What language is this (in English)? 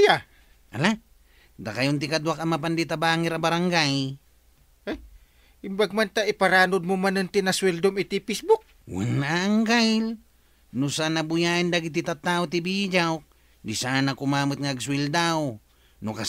Iloko